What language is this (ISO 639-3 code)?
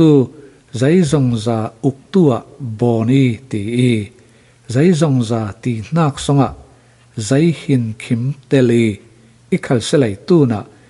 cfm